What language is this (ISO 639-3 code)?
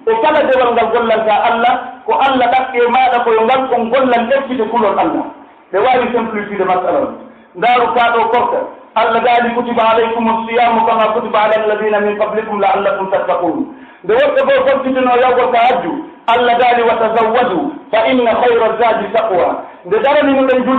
fuf